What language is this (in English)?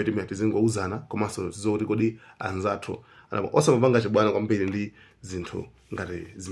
Nyanja